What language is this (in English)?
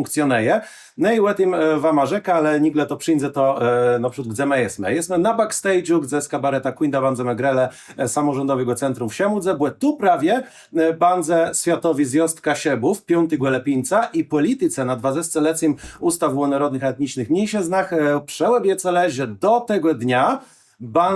Kashubian